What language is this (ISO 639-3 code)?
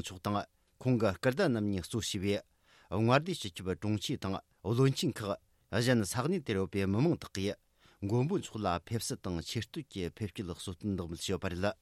bod